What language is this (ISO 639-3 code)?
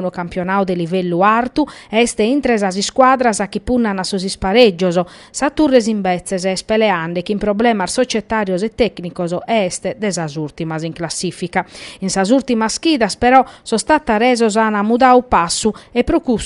srd